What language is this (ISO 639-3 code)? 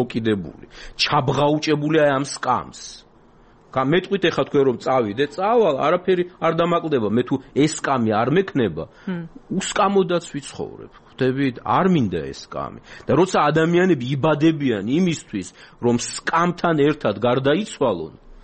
kat